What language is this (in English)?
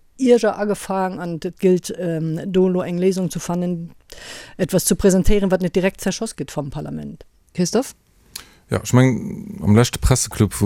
Luxembourgish